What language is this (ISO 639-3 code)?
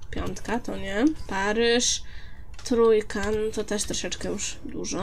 pol